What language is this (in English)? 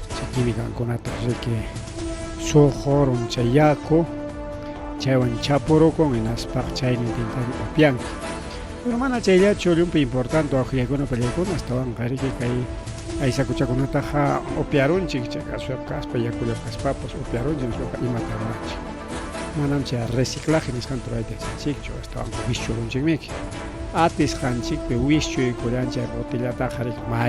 Ayacucho Quechua